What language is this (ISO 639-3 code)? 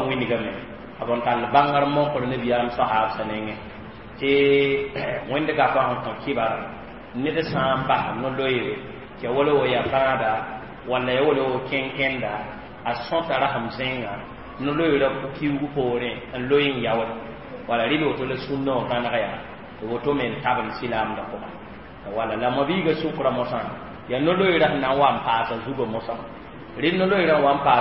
mos